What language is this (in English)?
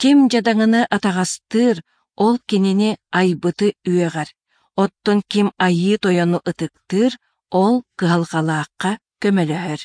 Yakut